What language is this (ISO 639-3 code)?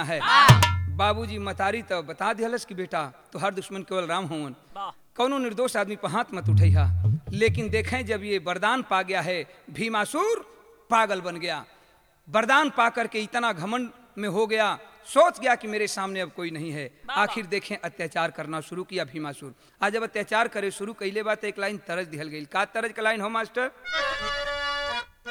bho